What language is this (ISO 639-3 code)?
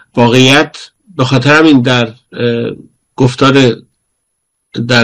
fas